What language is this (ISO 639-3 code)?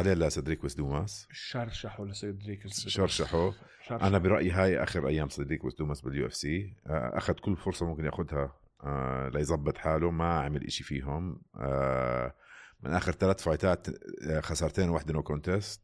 apc